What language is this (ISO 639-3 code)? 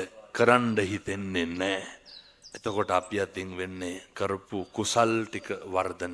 sin